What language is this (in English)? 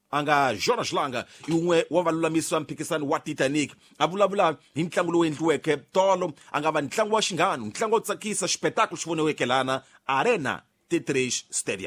Tsonga